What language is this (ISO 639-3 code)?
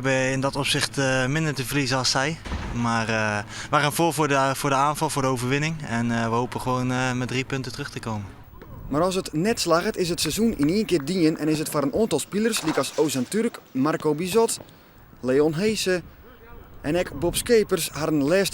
fry